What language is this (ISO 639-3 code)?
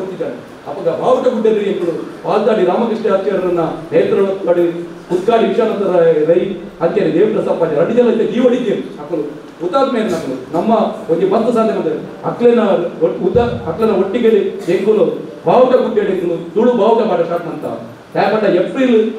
tcy